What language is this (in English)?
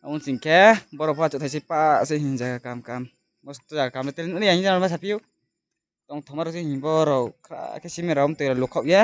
Riang (India)